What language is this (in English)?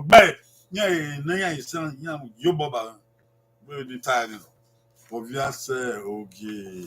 Bini